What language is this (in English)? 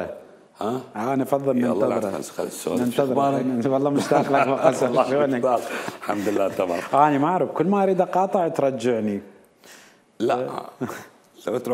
Mesopotamian Arabic